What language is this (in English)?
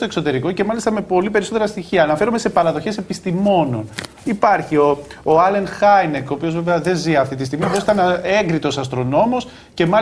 Greek